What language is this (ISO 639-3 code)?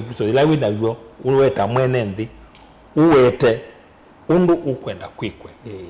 kam